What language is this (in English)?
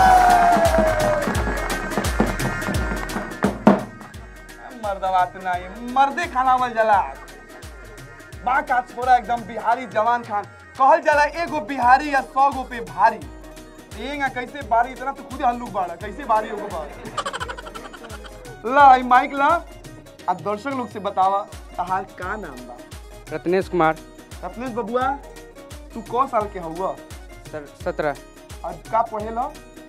Bhojpuri